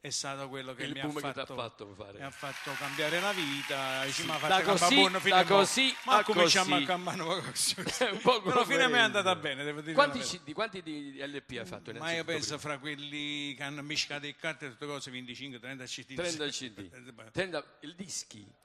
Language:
Neapolitan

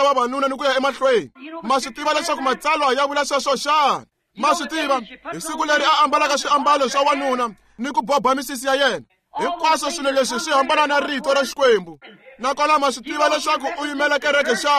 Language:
Tsonga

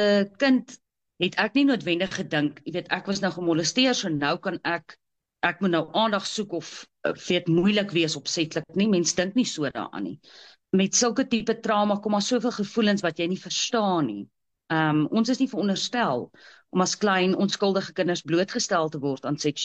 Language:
Afrikaans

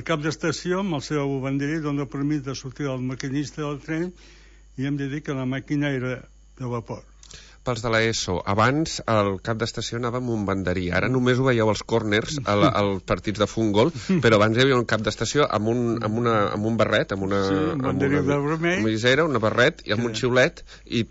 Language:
Catalan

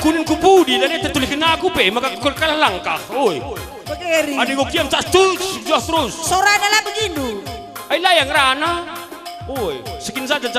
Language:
Batak Karo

